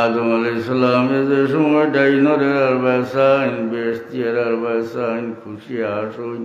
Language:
Sylheti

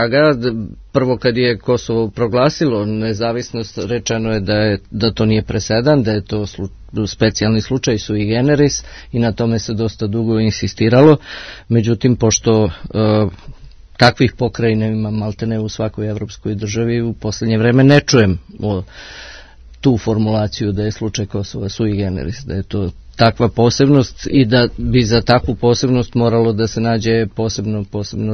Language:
Serbian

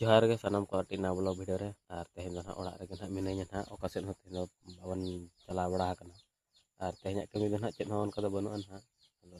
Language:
Santali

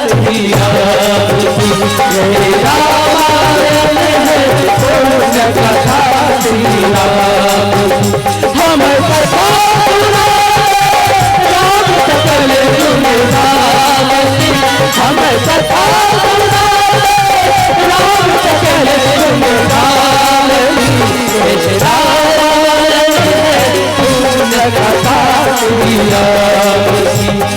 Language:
Chhattisgarhi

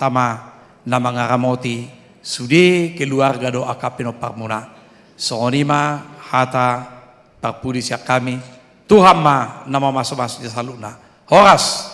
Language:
Batak Toba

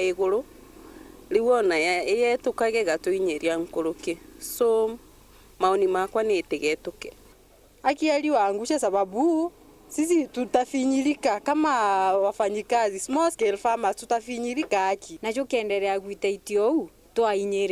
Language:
Meru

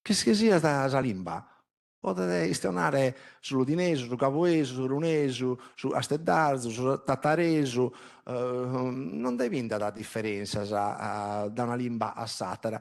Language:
Sardinian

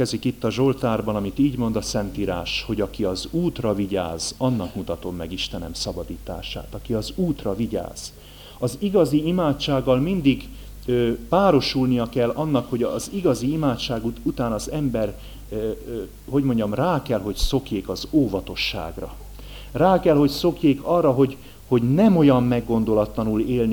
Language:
Hungarian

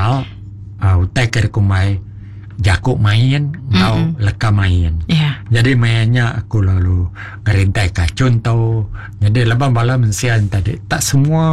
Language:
Iban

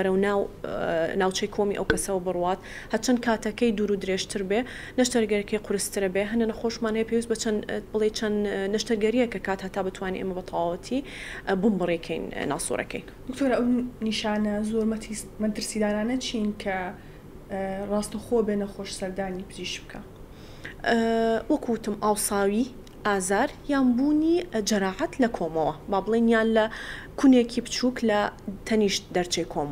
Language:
Central Kurdish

